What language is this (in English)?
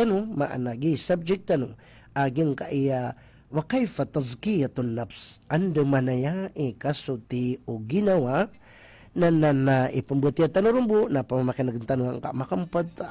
Maranao